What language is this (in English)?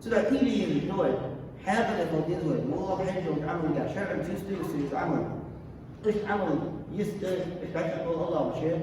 Ingush